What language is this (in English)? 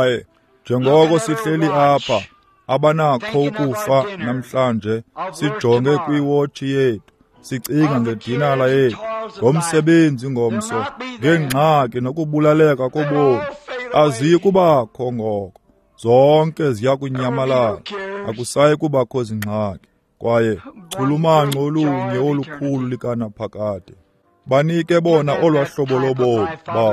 Xhosa